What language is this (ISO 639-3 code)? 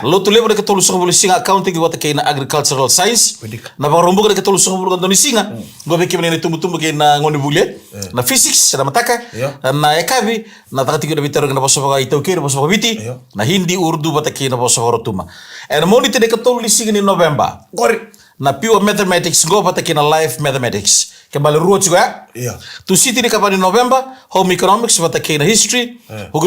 fij